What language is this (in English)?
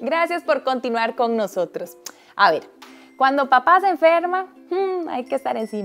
Spanish